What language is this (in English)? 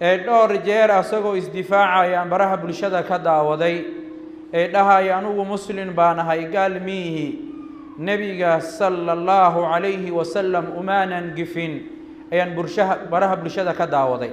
Somali